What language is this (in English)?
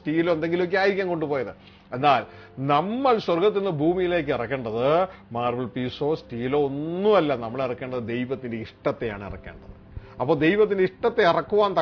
Malayalam